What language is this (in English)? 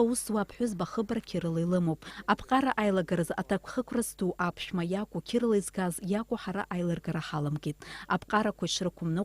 Abkhazian